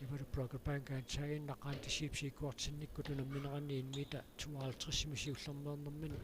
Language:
Kalaallisut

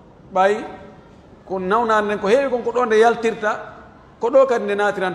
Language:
Pular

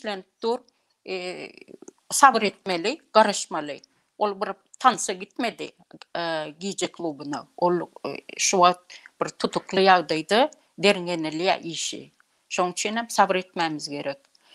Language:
Turkmen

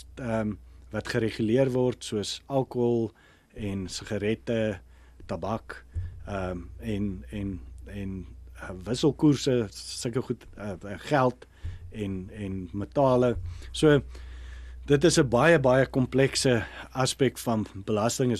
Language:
Afrikaans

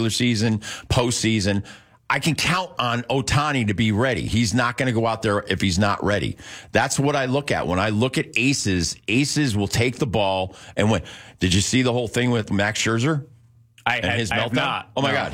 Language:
English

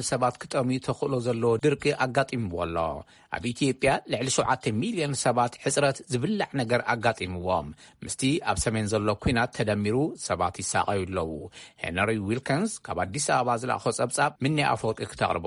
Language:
Tigrinya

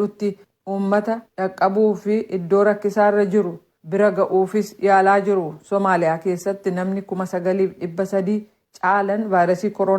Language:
Oromo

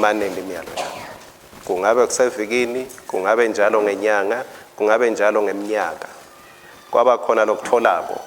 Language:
Swati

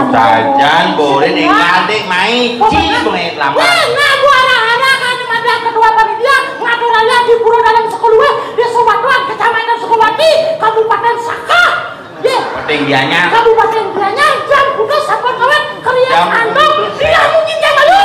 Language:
Balinese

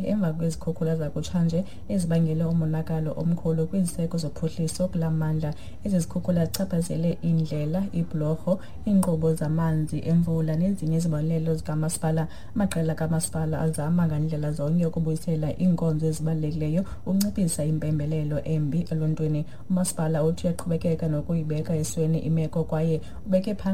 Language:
Xhosa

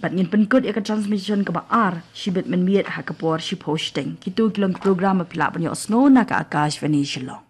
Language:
Khasi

